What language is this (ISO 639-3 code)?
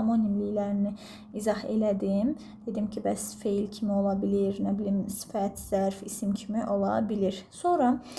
aze